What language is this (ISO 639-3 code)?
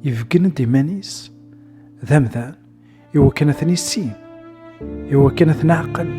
kab